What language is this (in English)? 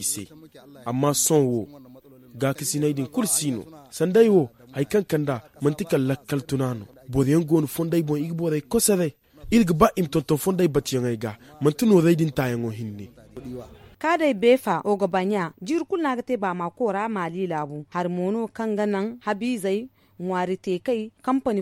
Zarma